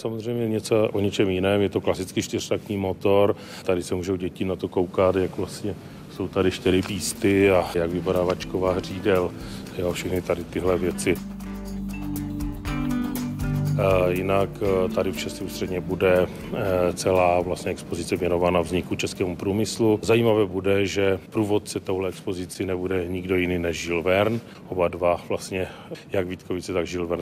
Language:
Czech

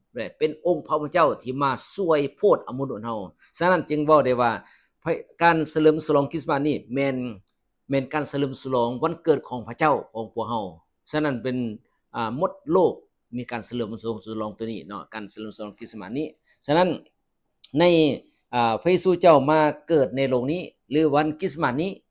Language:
Lao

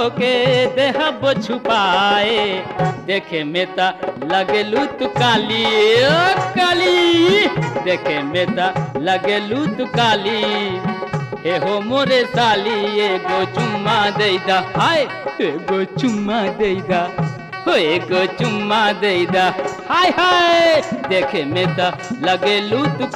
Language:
Bhojpuri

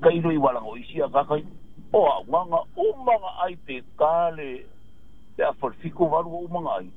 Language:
Samoan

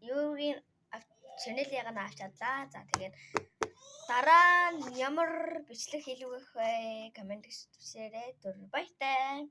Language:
Mongolian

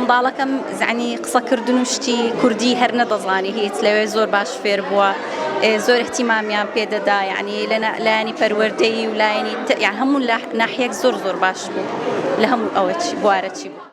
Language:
Central Kurdish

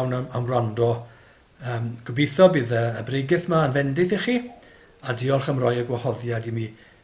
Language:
Welsh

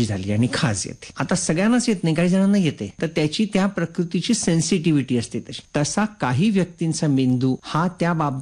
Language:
Marathi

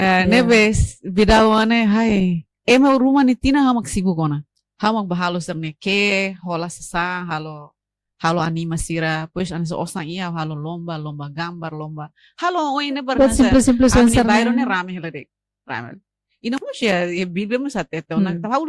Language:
Tetum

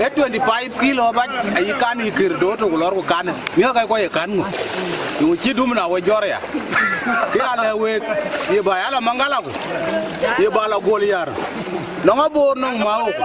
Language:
Dinka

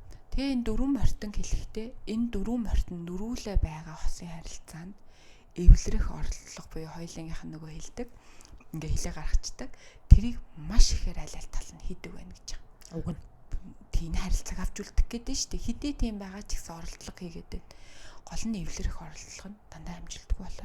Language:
Mongolian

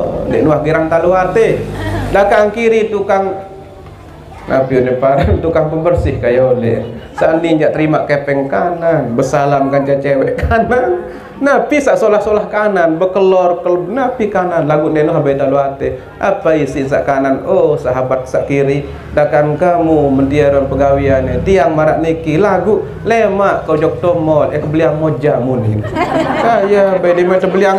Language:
Sasak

